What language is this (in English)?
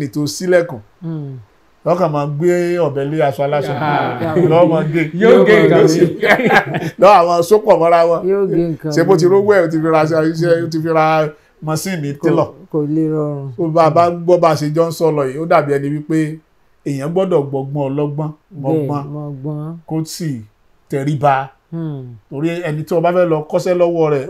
Yoruba